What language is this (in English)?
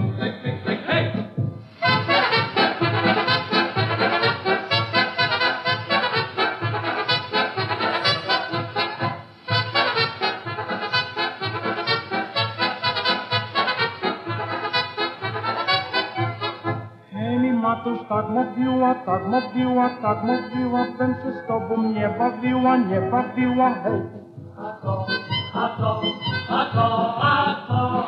Polish